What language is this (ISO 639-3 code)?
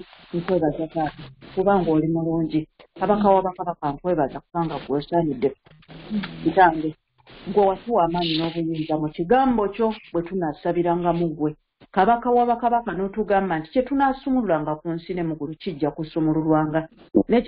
lug